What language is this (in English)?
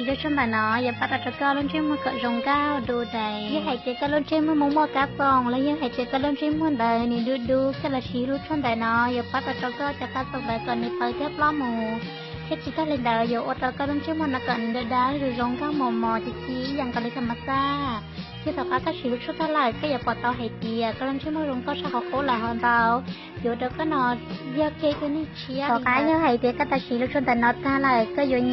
Hmong